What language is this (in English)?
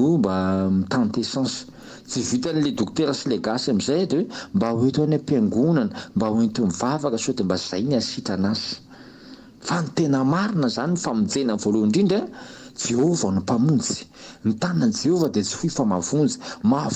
Malagasy